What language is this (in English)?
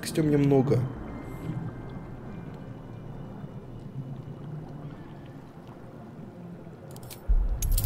Russian